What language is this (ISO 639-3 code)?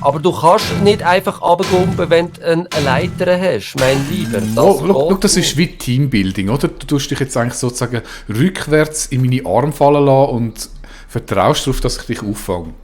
gsw